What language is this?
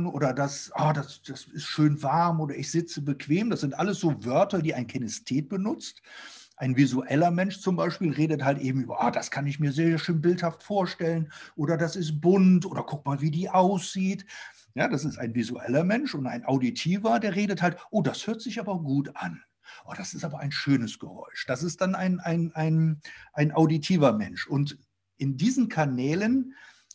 German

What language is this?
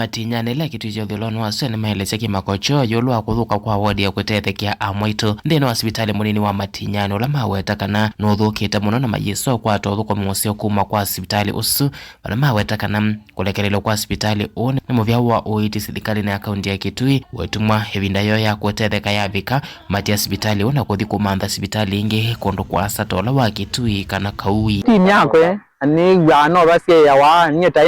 Kamba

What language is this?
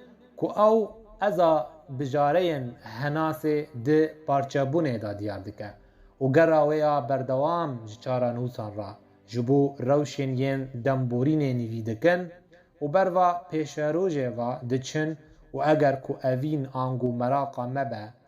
Kurdish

